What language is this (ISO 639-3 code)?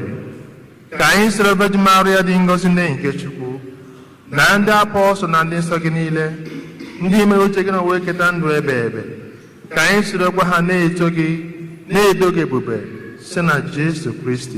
ibo